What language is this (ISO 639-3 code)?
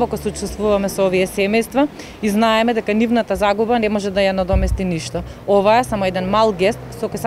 mkd